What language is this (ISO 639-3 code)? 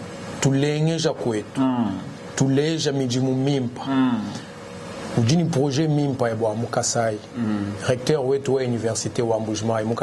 lua